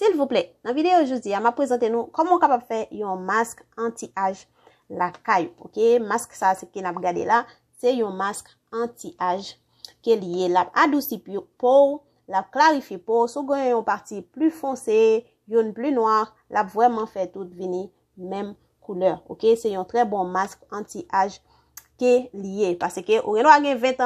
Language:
Haitian Creole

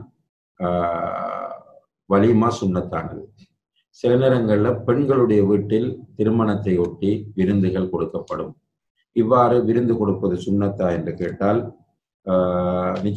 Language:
Tamil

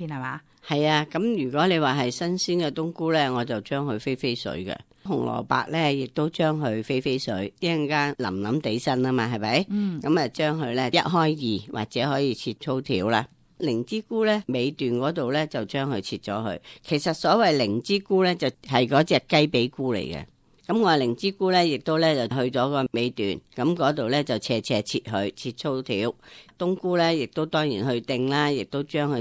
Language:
Cantonese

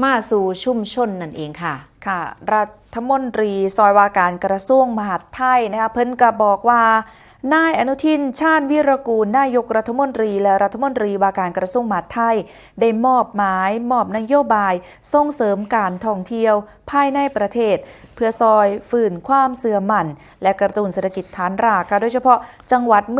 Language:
Northeastern Thai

